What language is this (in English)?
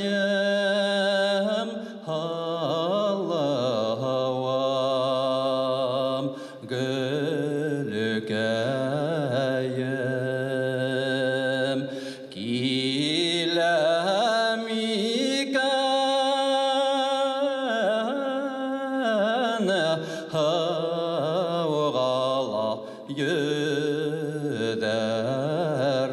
Bashkir